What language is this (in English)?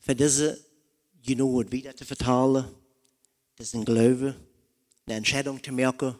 Plautdietsch